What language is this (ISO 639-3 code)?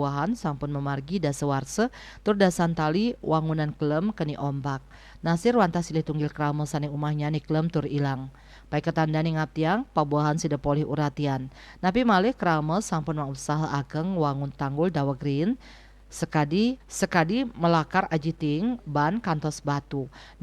ban